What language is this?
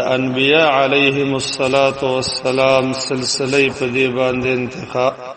Pashto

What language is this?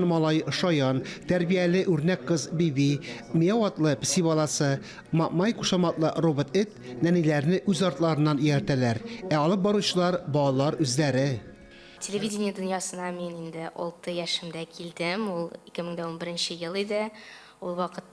Tatar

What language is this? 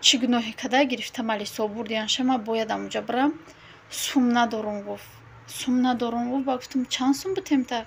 Tajik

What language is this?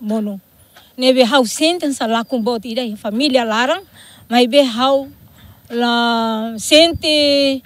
Tetum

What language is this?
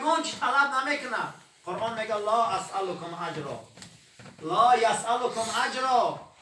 Tajik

